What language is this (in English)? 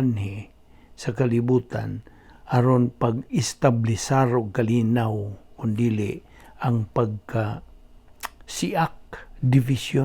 Cebuano